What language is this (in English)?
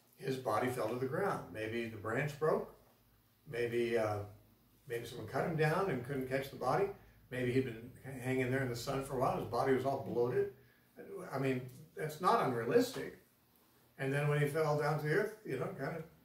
English